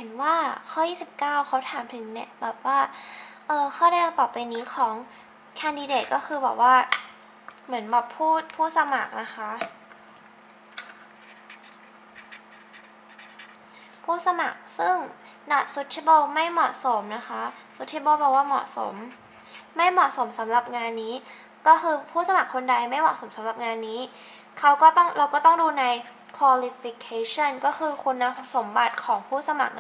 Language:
Thai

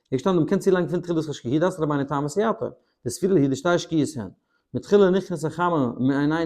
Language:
Yiddish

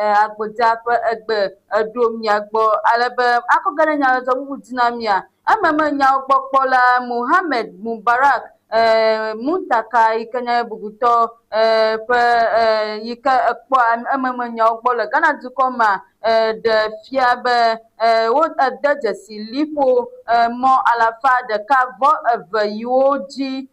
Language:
Ewe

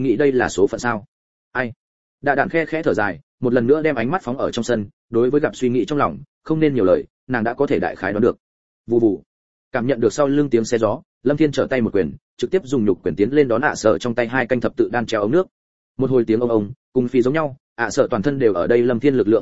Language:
Vietnamese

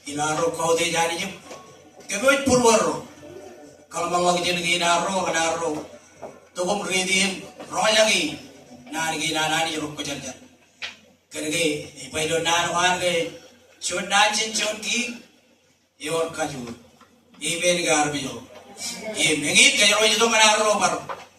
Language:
Marshallese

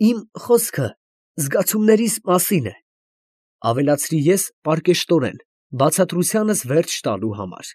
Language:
Armenian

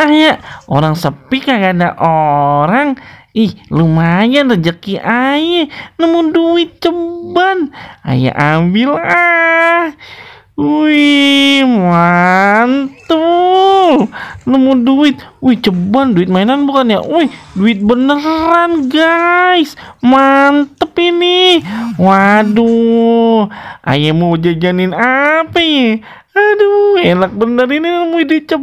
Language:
Betawi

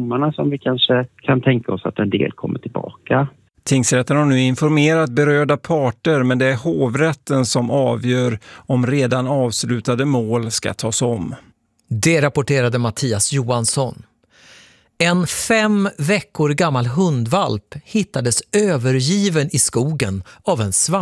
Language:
Swedish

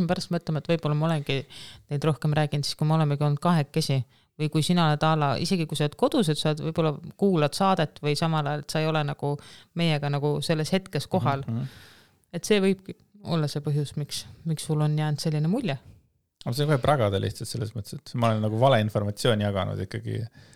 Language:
Estonian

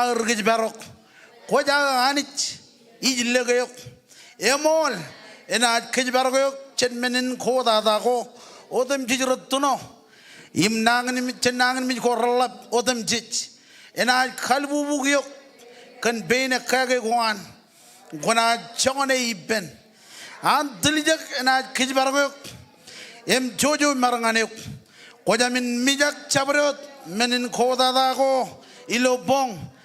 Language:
Marshallese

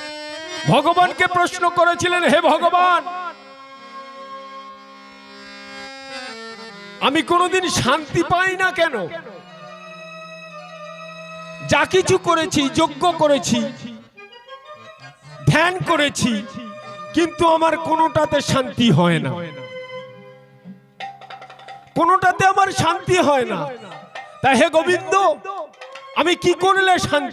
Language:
Bangla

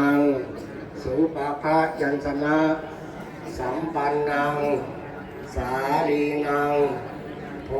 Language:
Pali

